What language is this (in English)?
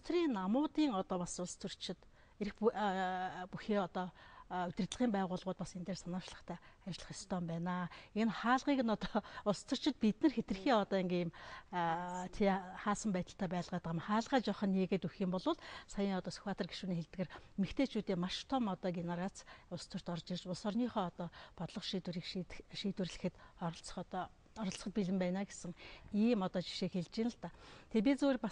Mongolian